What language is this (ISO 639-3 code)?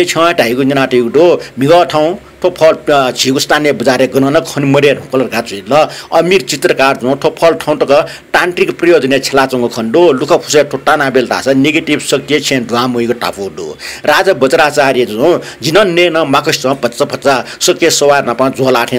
new